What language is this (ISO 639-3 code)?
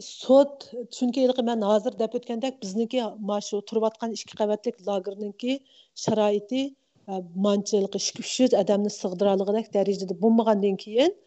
uig